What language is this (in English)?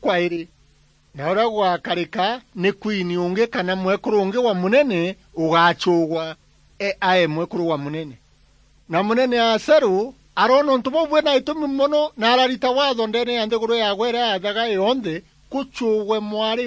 Meru